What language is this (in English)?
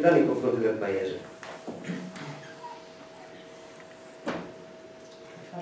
Italian